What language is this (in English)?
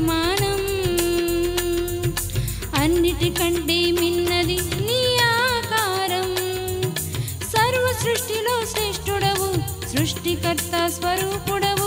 Telugu